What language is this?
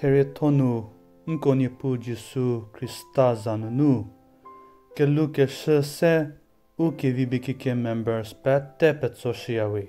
Angami Naga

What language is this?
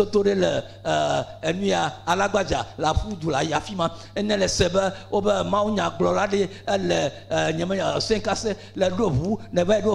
Ewe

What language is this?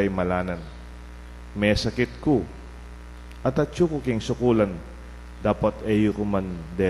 Pampanga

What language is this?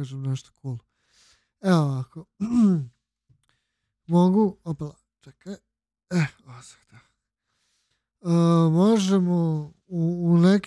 Serbian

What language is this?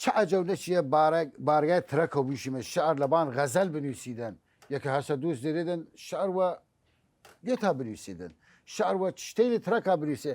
Southern Kurdish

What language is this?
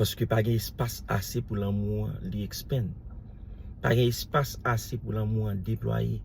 Haitian Creole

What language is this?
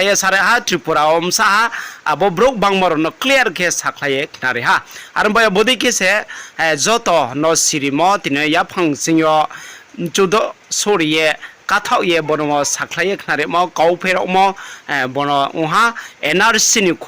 Riang (India)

